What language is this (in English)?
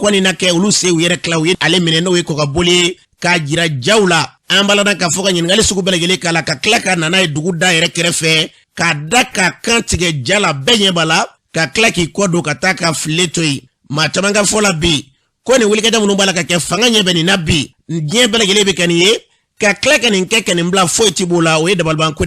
Bambara